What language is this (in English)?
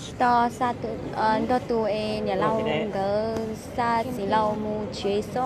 Hmong